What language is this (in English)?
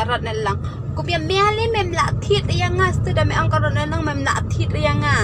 Khasi